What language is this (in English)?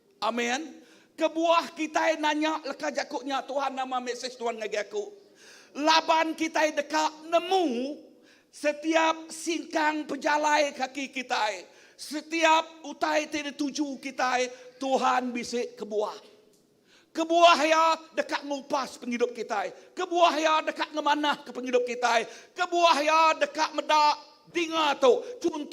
Iban